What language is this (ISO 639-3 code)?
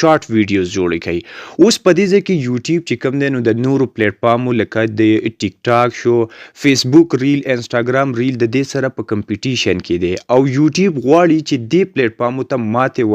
pus